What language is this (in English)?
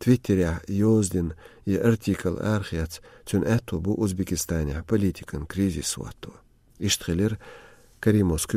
Chechen